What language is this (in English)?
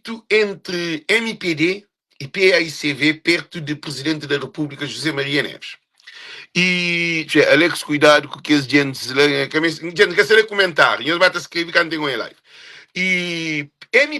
Kabuverdianu